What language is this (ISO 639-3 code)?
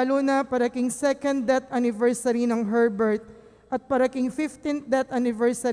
pam